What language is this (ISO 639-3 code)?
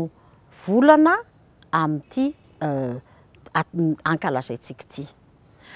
mlg